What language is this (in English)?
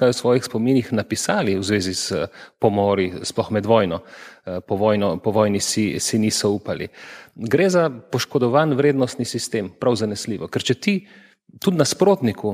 Slovenian